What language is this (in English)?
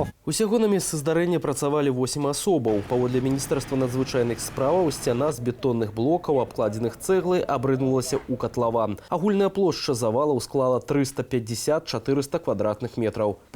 Belarusian